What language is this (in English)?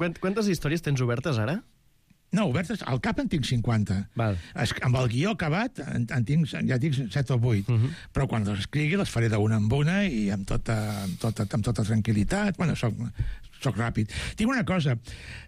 Catalan